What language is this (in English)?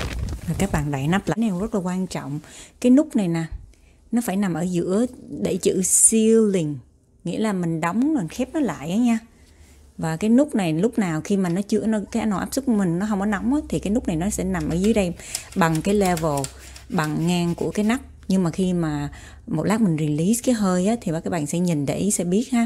Vietnamese